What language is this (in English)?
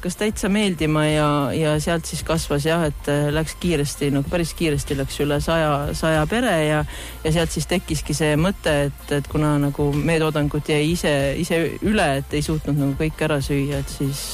Estonian